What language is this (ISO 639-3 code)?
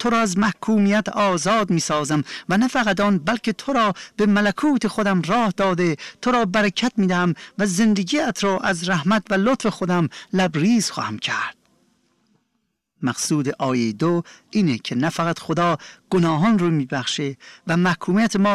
fas